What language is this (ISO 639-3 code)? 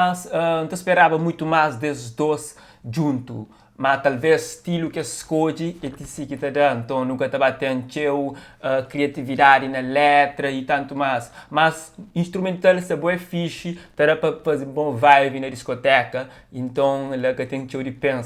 kea